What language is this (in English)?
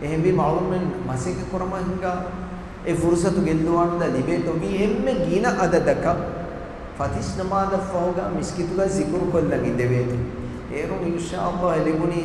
Divehi